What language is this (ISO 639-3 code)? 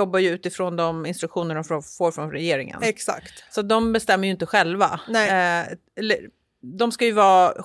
swe